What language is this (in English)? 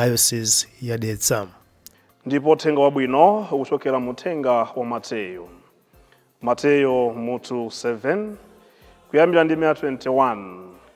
Nyanja